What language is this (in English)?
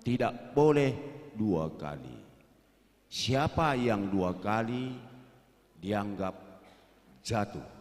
Batak Karo